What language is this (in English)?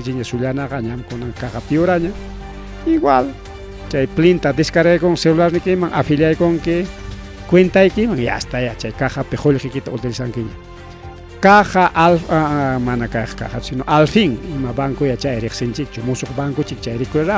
Ayacucho Quechua